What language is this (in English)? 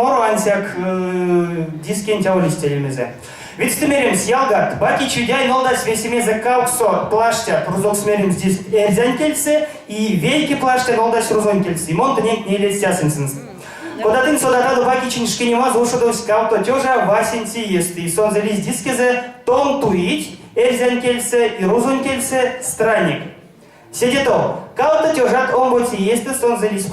Erzya